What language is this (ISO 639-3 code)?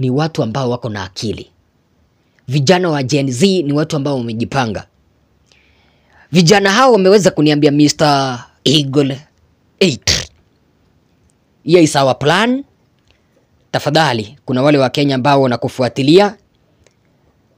swa